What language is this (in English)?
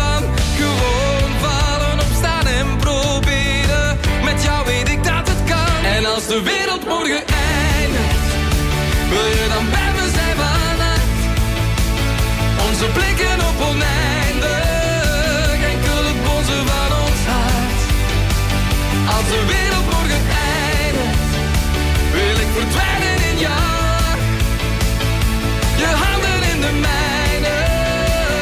Dutch